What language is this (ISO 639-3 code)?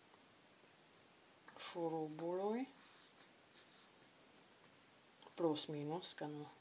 ron